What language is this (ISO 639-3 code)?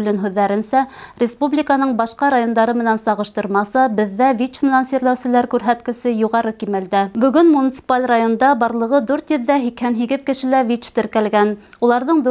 bak